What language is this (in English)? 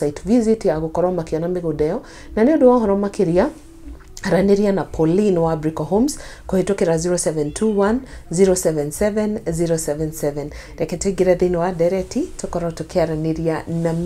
Kikuyu